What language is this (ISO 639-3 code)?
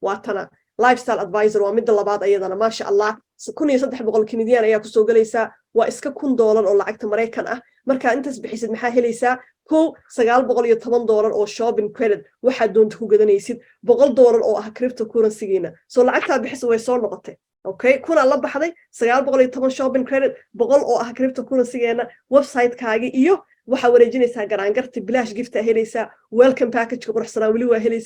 som